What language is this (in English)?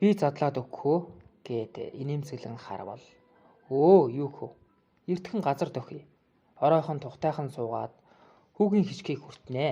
Mongolian